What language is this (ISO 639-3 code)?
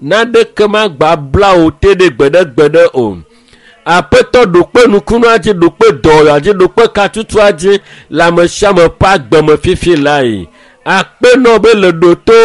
ewe